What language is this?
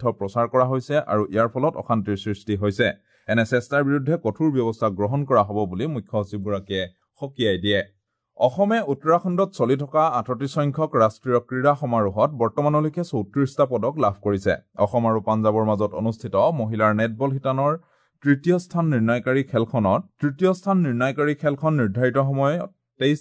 Assamese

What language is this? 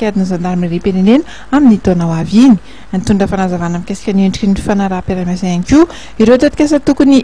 Malagasy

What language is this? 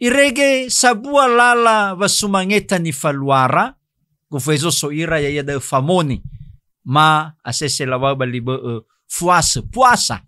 Nias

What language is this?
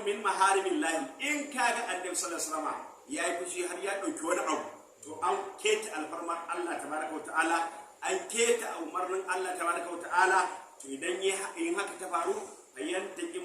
Hausa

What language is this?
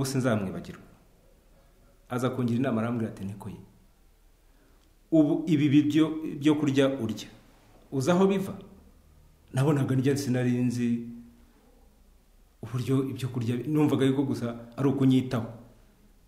Kinyarwanda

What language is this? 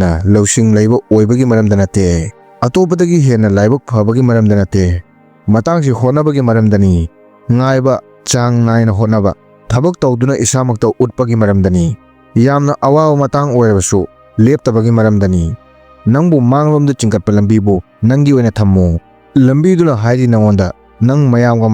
Manipuri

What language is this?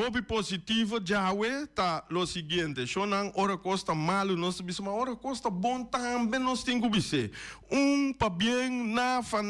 Papiamento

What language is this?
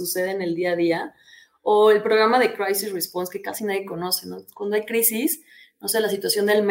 Spanish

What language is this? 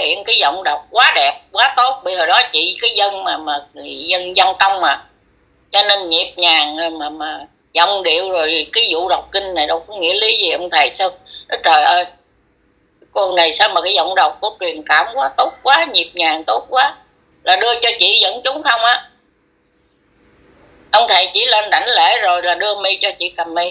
Vietnamese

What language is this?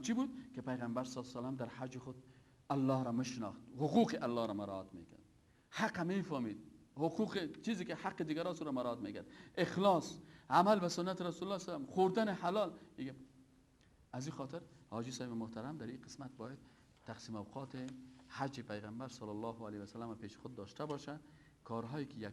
Persian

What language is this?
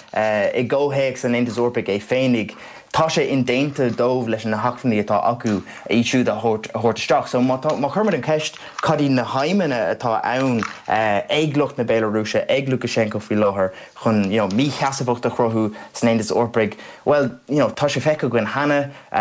Irish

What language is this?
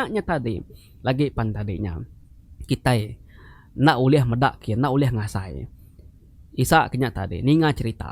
Iban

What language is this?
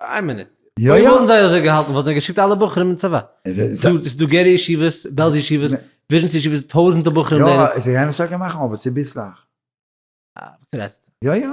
Yiddish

